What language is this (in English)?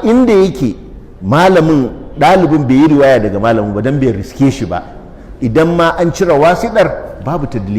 Hausa